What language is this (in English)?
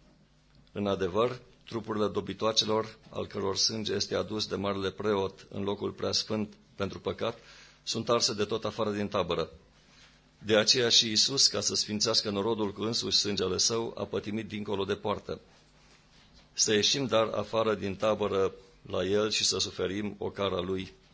Romanian